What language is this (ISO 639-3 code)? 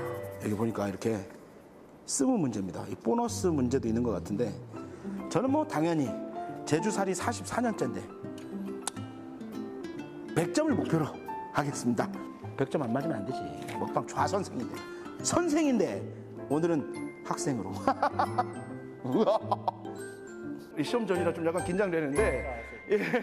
kor